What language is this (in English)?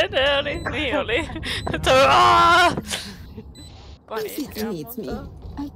Finnish